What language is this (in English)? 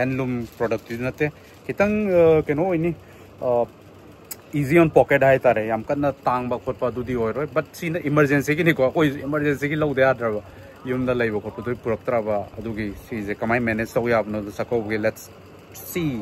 Manipuri